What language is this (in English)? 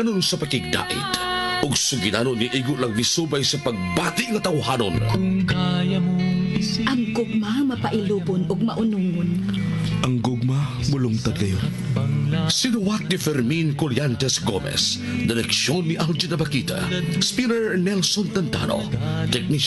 Cebuano